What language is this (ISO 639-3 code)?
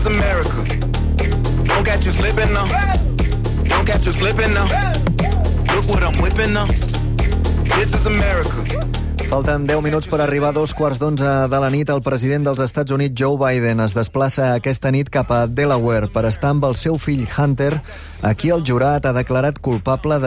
cat